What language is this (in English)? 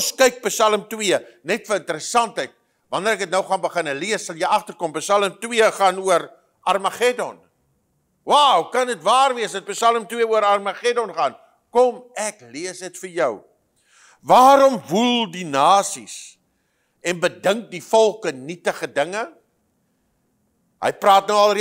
Afrikaans